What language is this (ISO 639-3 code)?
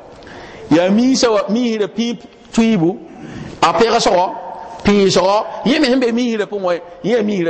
mos